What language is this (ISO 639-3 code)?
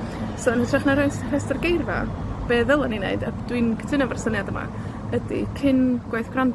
cym